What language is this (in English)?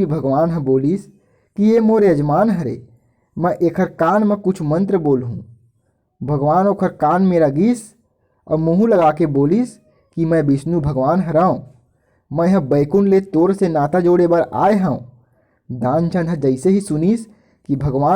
Chhattisgarhi